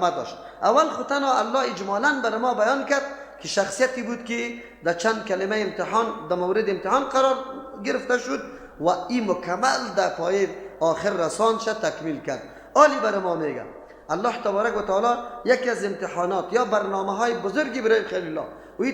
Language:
Persian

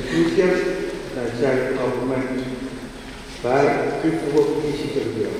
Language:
Pohnpeian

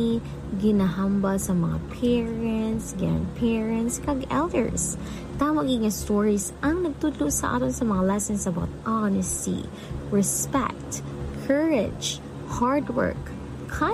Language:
Hiligaynon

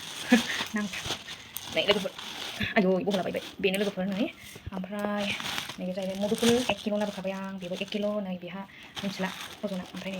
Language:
Bodo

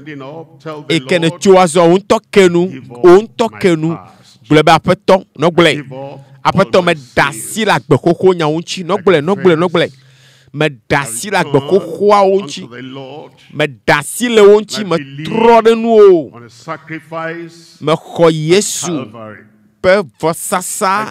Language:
Ewe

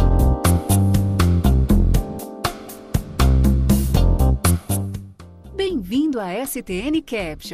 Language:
Portuguese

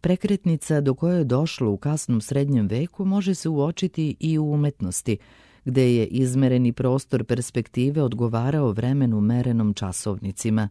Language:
Serbian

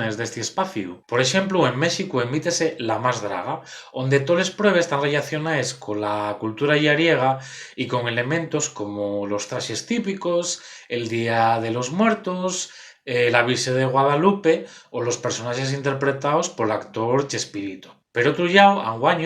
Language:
Asturian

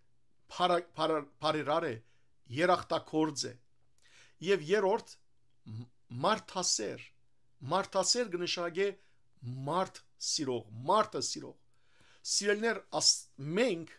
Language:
Western Armenian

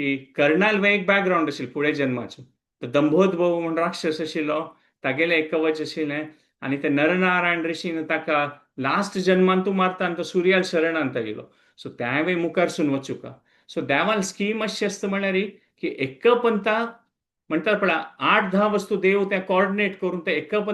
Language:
Konkani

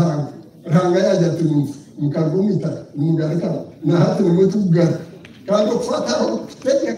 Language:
Nyankole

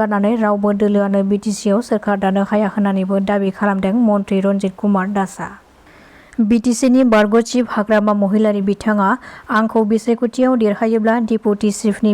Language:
Bodo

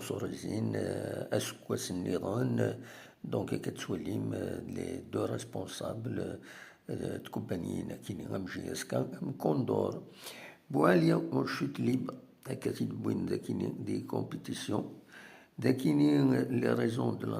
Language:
Kabyle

